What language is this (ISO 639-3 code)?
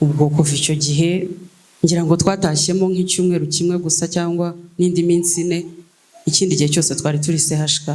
kin